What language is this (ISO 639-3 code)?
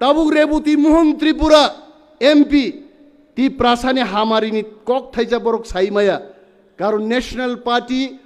trp